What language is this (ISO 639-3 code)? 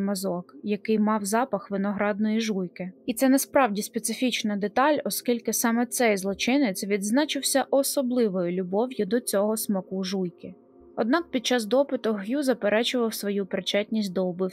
ukr